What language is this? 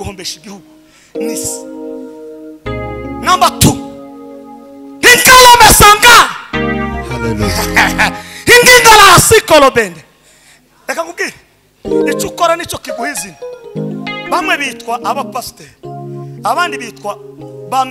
Kinyarwanda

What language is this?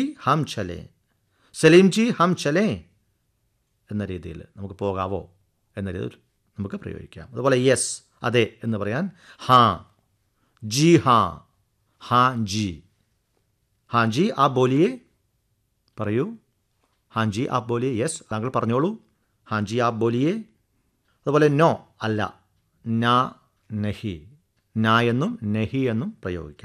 Malayalam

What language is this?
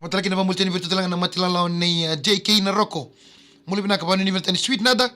Fijian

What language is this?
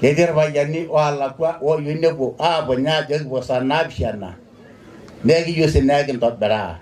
Masai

